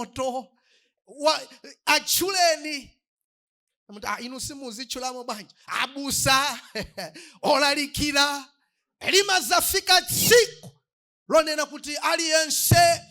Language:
Nyanja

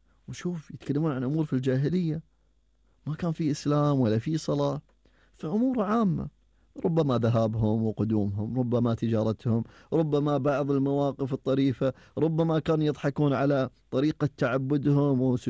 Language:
Gulf Arabic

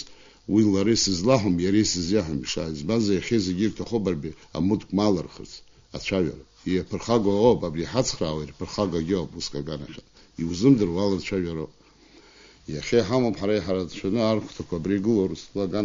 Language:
Abkhazian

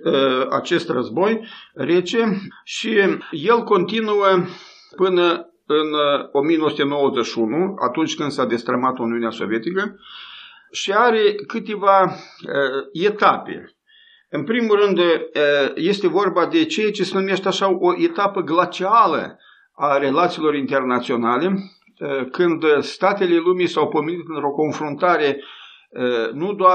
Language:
Romanian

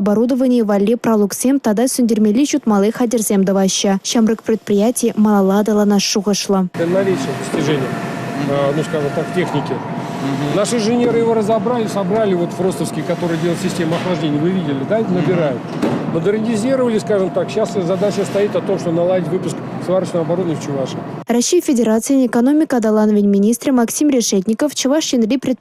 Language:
Chuvash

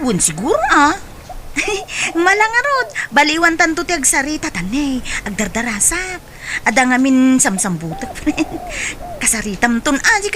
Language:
Iloko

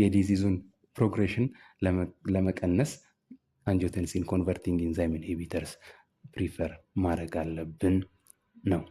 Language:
Amharic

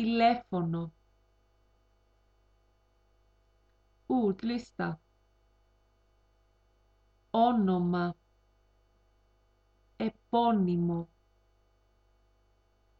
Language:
Greek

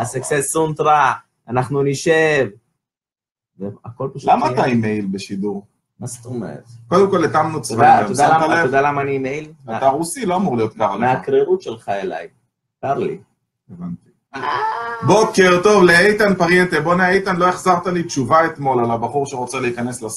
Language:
Hebrew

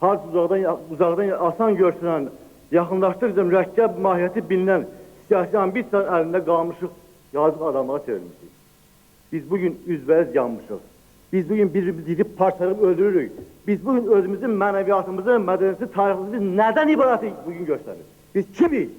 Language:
Azerbaijani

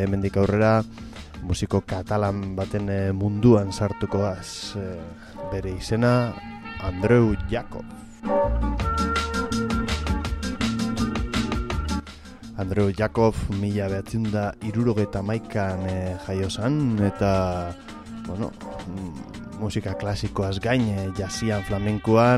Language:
Basque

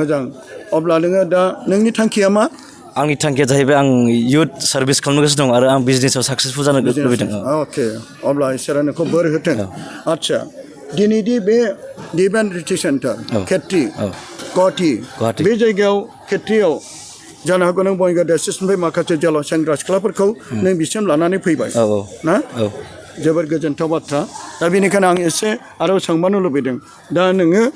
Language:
Bodo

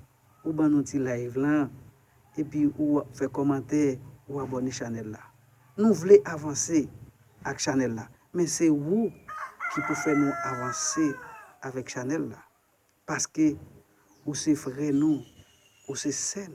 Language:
Haitian Creole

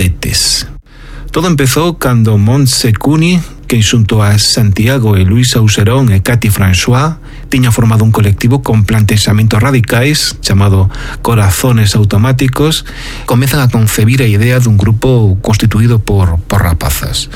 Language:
Galician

